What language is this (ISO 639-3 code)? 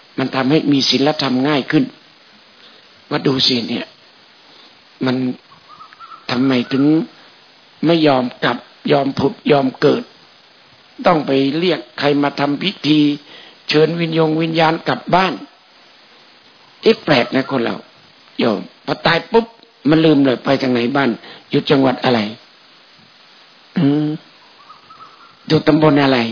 tha